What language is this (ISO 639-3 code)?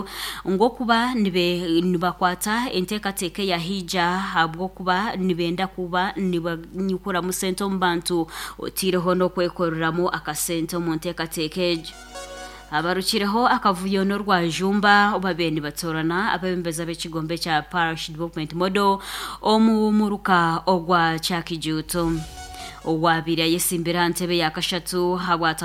nyn